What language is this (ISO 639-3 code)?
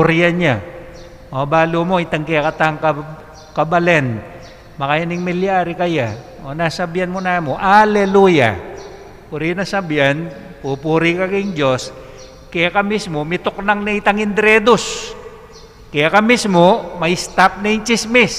pam